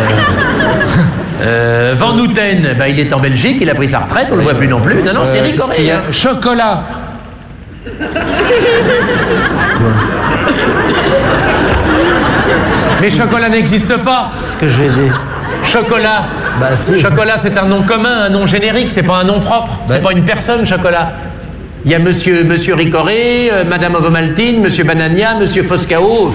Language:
French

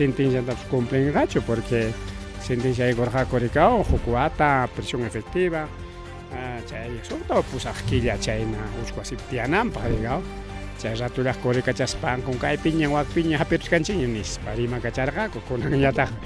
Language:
Ayacucho Quechua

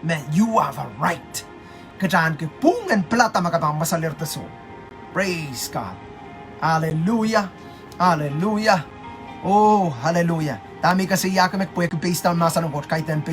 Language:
Pohnpeian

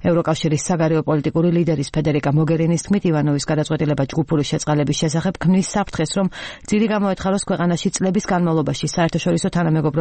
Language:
Georgian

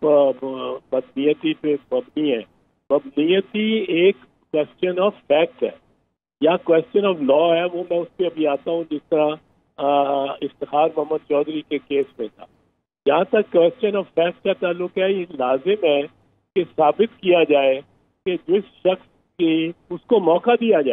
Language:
Urdu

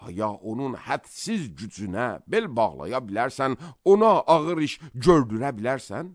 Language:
Azerbaijani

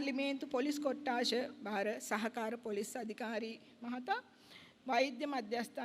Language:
Sinhala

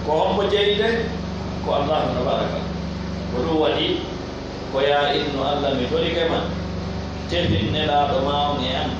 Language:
Pular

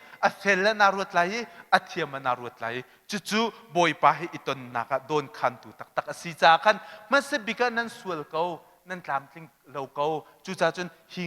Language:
Hakha Chin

